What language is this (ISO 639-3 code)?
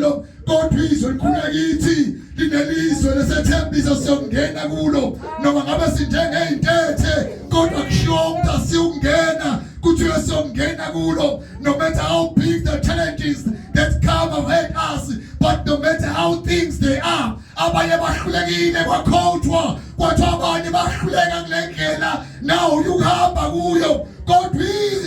zul